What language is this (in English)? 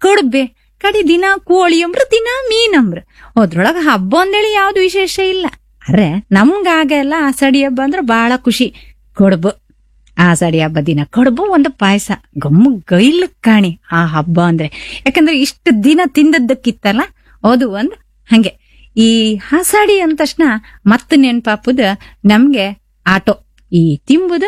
Kannada